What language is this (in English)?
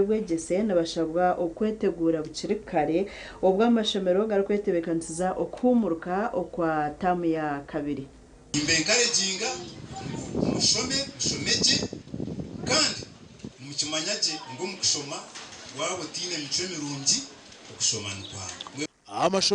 Nyankole